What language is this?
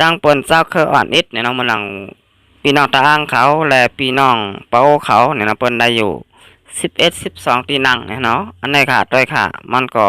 Shan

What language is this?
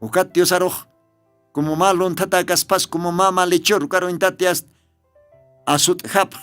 Aymara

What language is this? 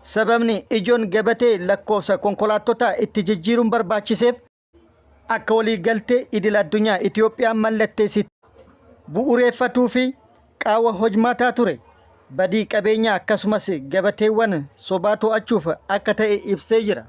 Oromo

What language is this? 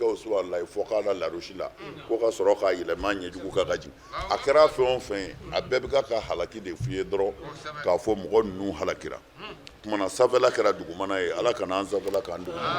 Bambara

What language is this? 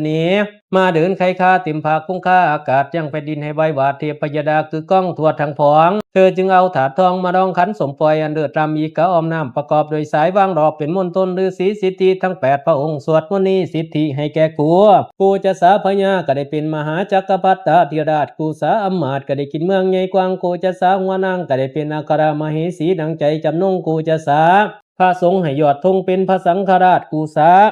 Lao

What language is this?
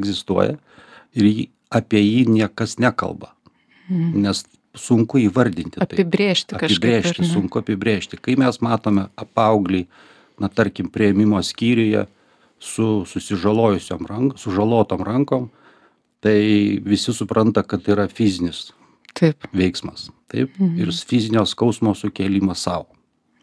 Lithuanian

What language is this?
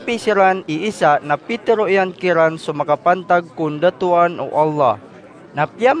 Maranao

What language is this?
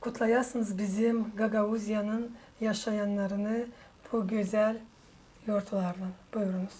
Gagauz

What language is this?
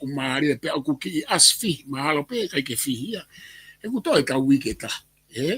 Tongan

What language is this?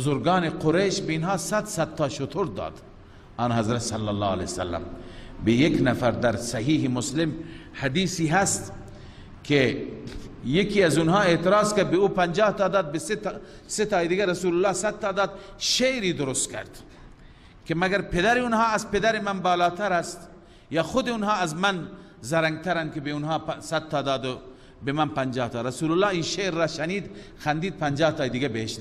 Persian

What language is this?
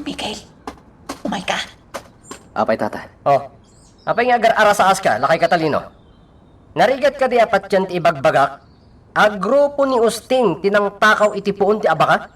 Iloko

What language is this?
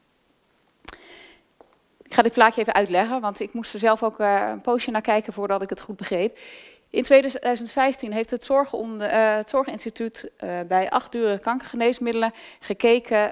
Dutch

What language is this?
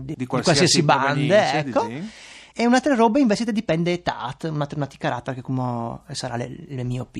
Friulian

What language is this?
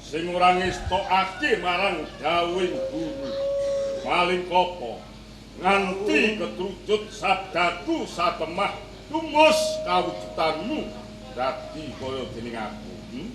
Javanese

